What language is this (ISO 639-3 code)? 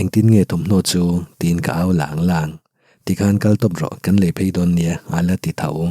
lus